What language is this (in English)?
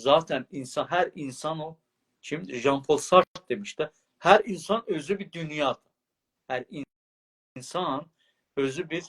South Azerbaijani